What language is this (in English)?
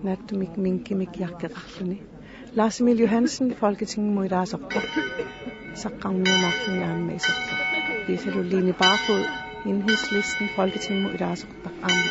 Kalaallisut